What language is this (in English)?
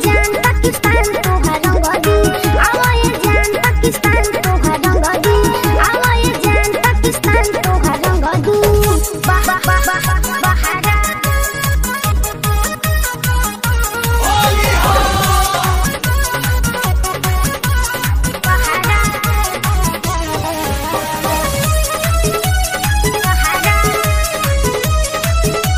Bhojpuri